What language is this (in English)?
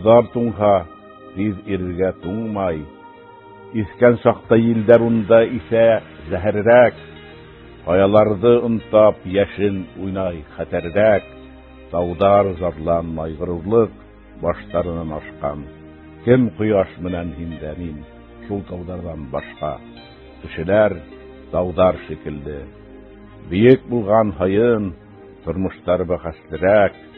Bashkir